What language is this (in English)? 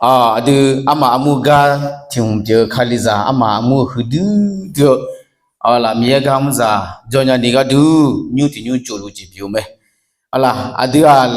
Akha